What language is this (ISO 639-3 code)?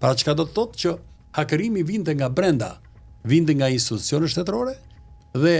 sqi